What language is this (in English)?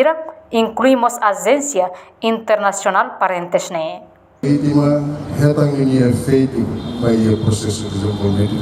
Tetum